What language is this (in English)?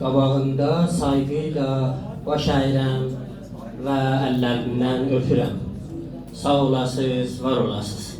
South Azerbaijani